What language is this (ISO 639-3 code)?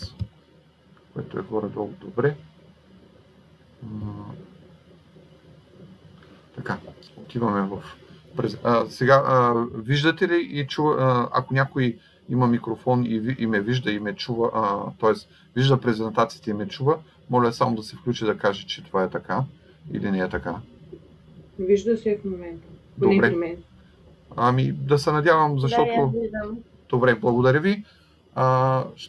bul